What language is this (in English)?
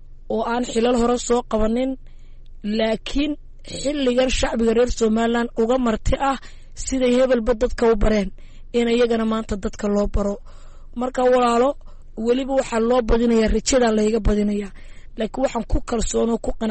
Somali